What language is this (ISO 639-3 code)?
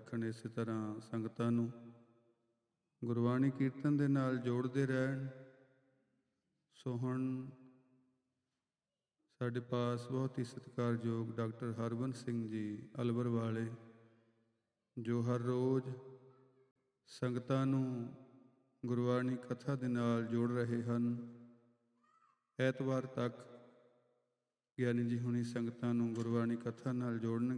pan